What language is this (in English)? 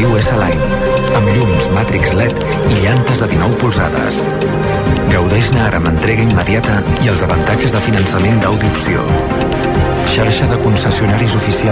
Catalan